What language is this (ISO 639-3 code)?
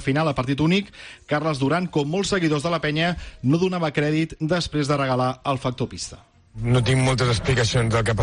cat